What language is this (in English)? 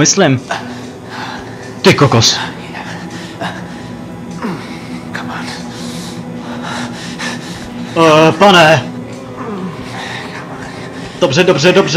Czech